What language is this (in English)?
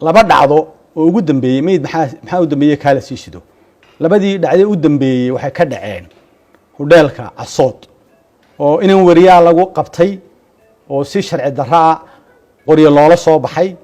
Somali